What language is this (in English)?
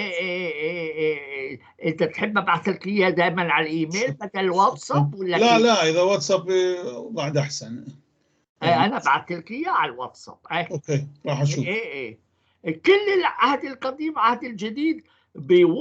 North Levantine Arabic